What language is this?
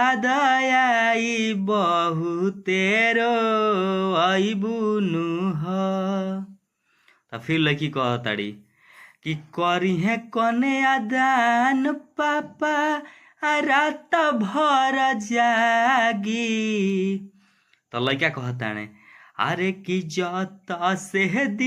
Bhojpuri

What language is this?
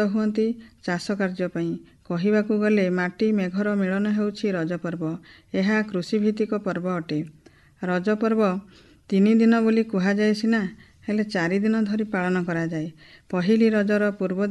Odia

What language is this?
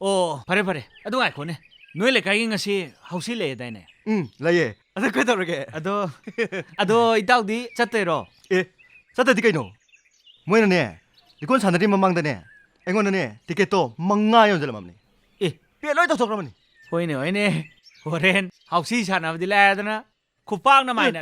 Manipuri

